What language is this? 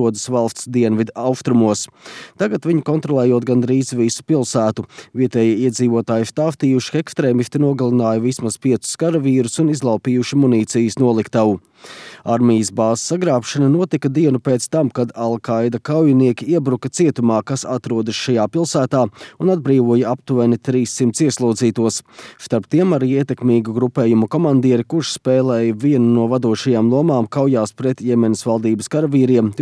Latvian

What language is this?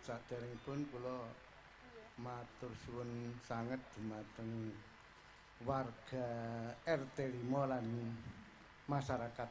Javanese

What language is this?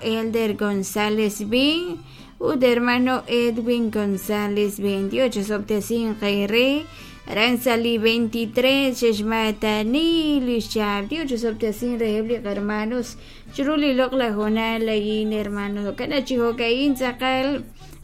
Kekchí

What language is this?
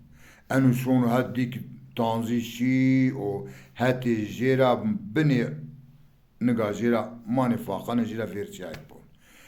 Zaza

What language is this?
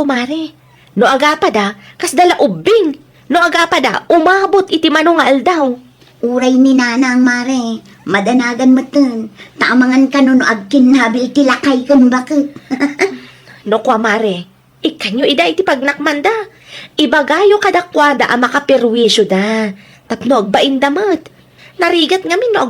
Iloko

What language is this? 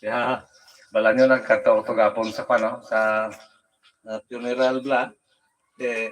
Hiligaynon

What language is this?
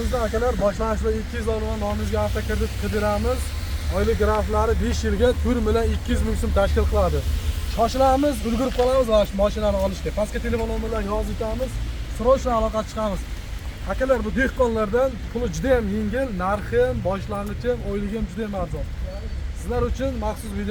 Uzbek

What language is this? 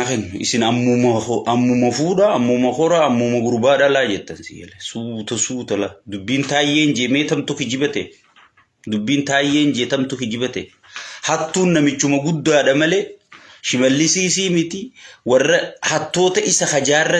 Oromo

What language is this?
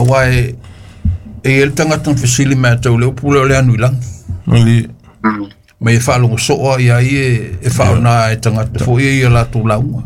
Samoan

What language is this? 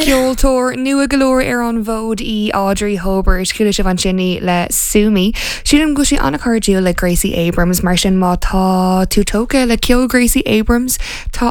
Irish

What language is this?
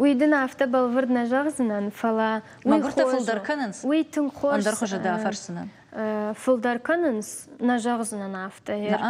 Ossetic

